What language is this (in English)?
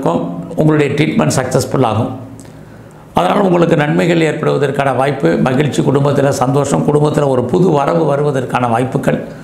Tamil